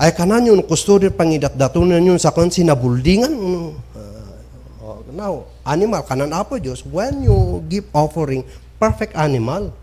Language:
Kankanaey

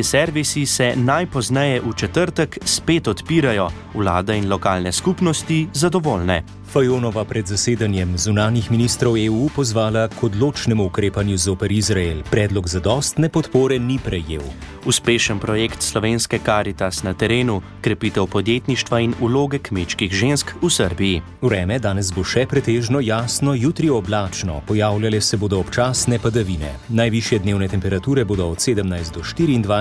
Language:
Slovenian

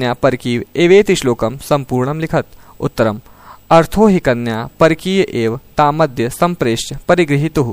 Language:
Sanskrit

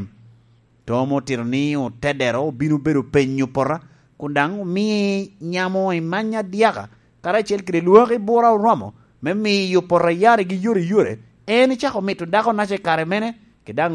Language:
Lango (Uganda)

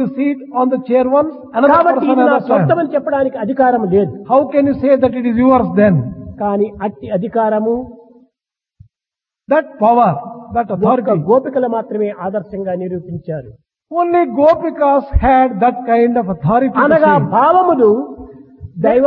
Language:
Telugu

